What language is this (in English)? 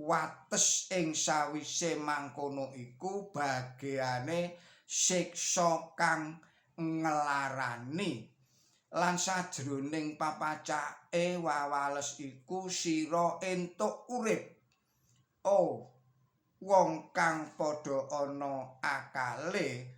Javanese